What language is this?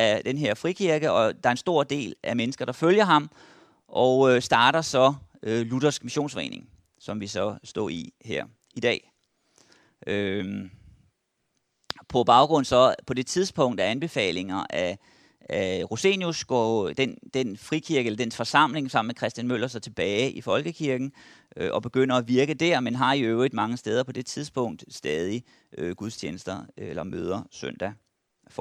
Danish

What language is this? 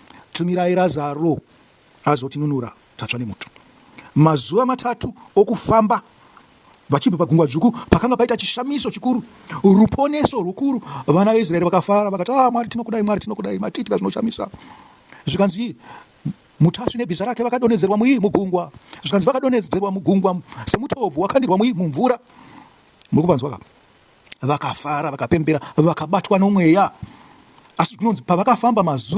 Shona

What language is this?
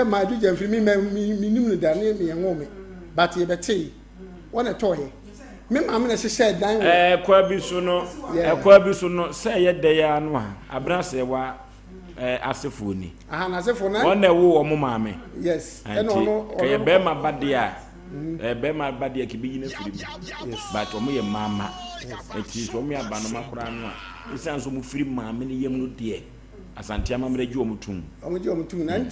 Akan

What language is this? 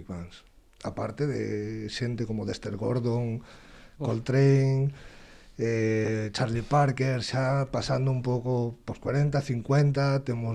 Galician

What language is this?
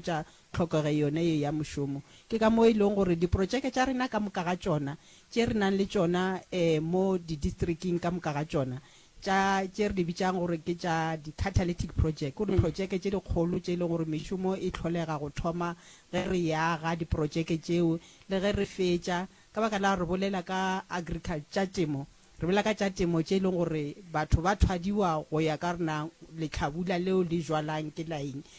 Northern Sotho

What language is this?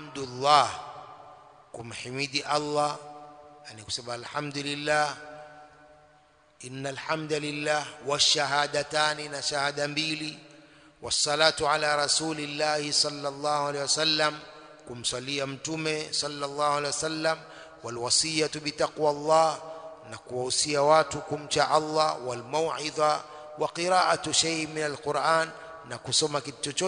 Swahili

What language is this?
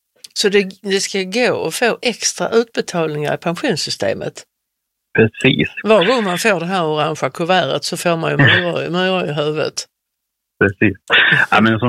Swedish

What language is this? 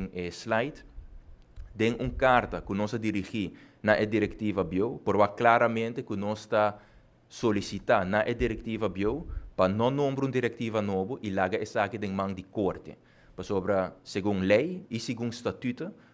Papiamento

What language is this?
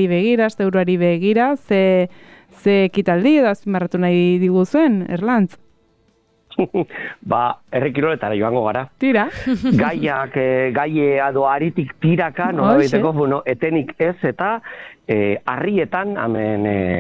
Basque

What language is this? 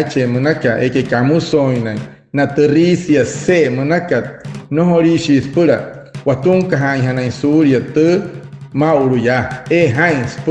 Wayuu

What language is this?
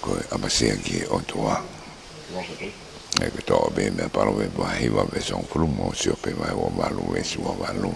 Tongan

